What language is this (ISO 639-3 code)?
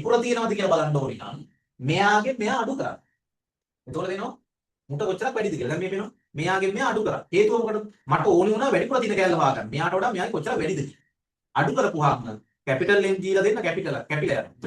sin